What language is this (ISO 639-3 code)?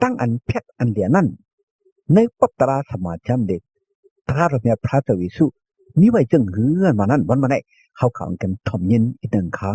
shn